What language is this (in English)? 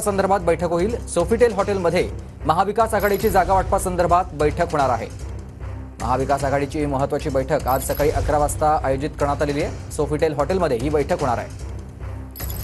Marathi